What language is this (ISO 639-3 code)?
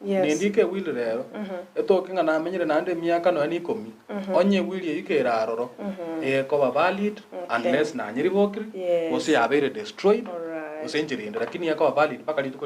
guz